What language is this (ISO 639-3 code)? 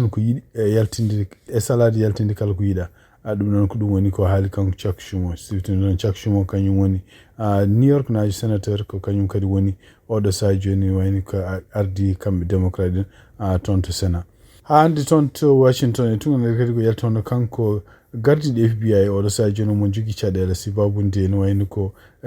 ful